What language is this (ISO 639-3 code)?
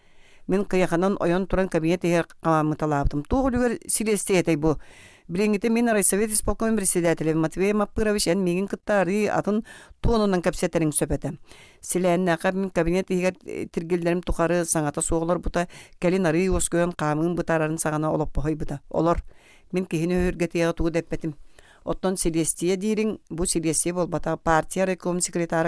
sah